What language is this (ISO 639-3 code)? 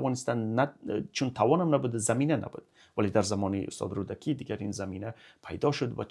tgk